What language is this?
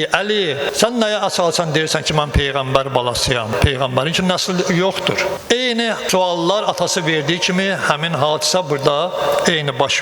Azerbaijani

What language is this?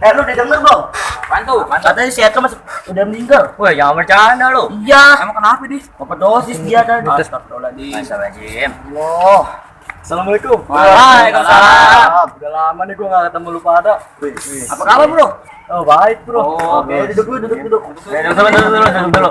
Betawi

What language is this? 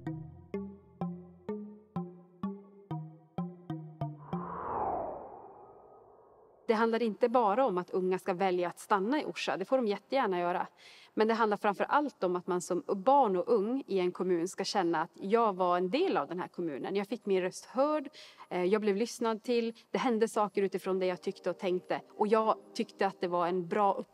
Swedish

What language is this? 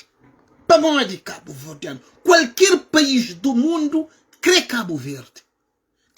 Kabuverdianu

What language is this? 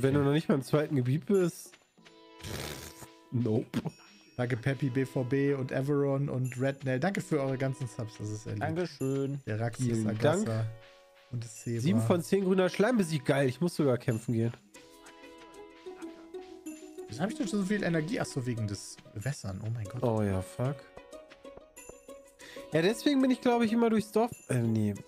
German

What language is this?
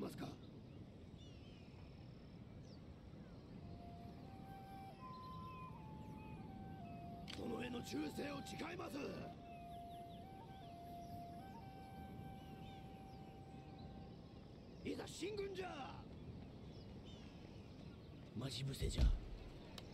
Japanese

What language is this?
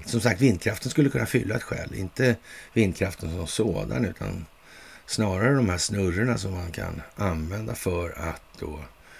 Swedish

